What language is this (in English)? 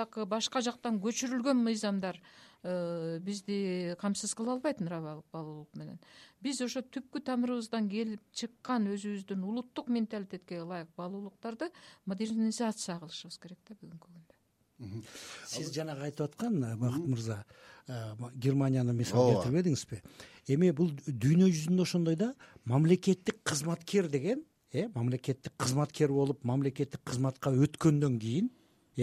Kyrgyz